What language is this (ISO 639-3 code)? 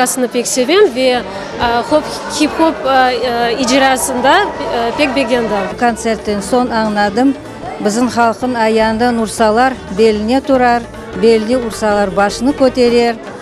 crh